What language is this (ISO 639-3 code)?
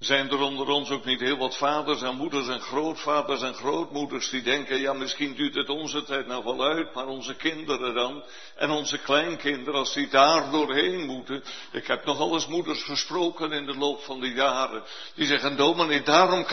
nld